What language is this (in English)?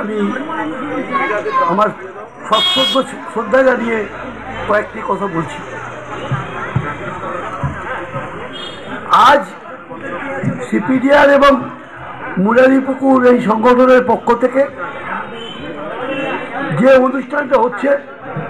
Bangla